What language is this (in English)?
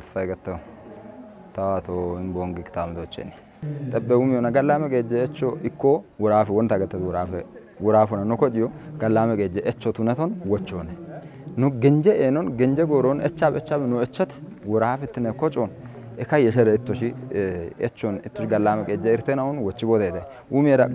Kafa